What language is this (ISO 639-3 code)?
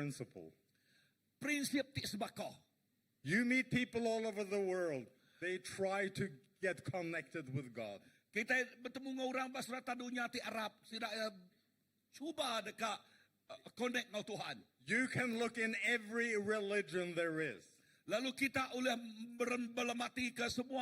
iba